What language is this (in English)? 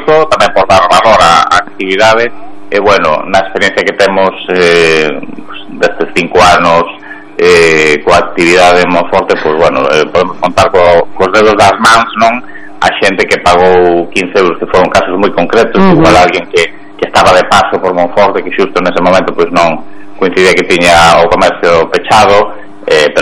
Galician